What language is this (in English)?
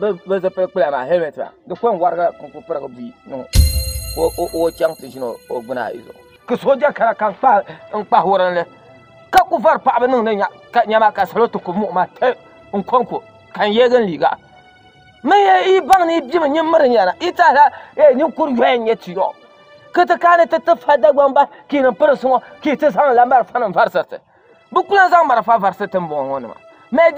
Dagbani